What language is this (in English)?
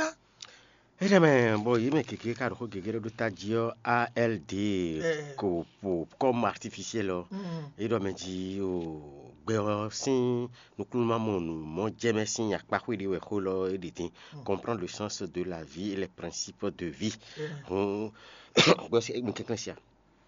Fon